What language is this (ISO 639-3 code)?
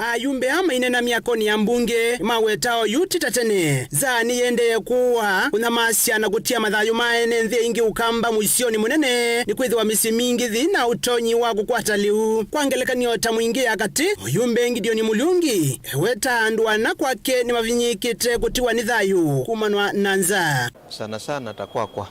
kam